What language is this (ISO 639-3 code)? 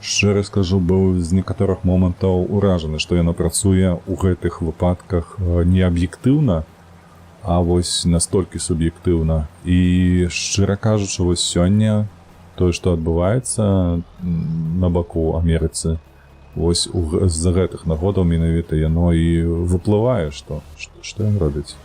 bel